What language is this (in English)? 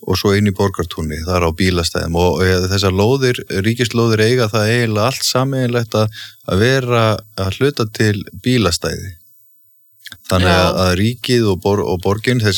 Icelandic